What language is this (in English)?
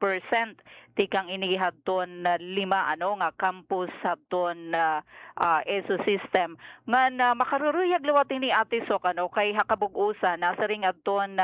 Waray